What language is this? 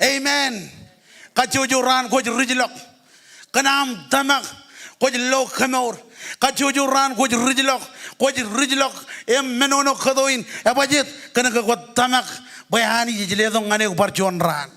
Marshallese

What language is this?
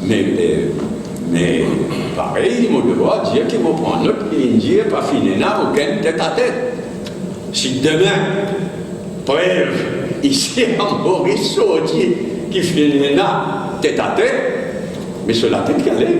Morisyen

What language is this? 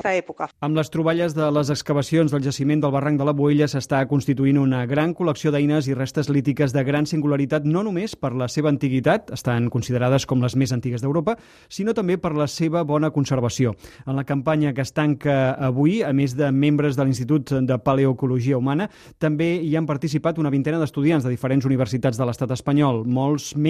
Catalan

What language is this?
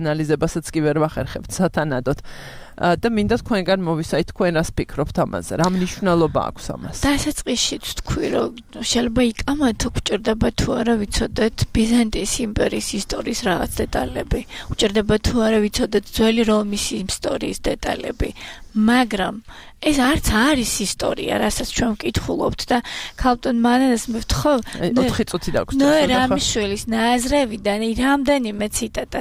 Georgian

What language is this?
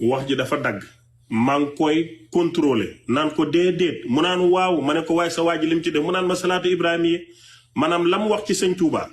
Wolof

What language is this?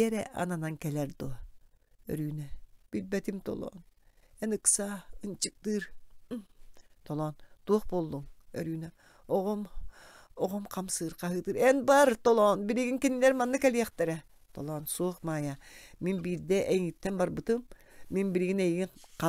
Yakut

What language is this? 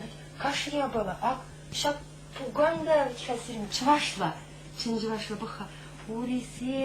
Chuvash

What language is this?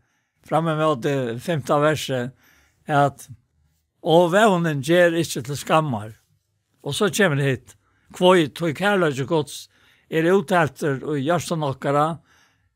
Faroese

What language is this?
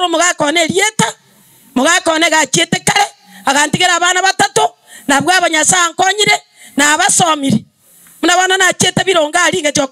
Gusii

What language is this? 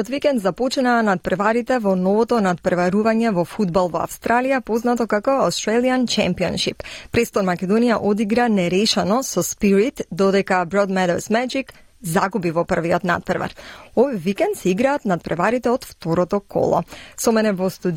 Macedonian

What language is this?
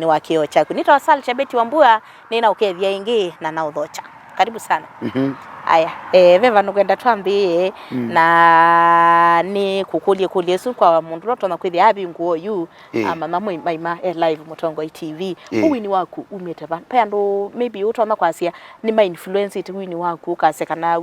Kamba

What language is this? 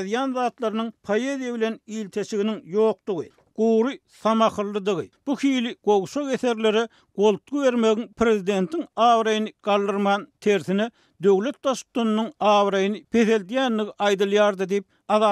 Turkmen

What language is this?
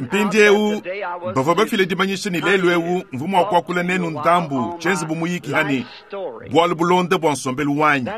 Luba-Lulua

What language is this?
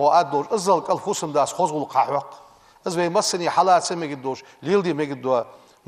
Ingush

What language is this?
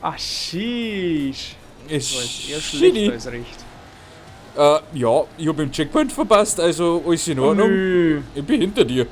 Bavarian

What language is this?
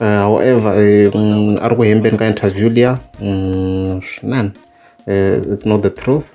Tsonga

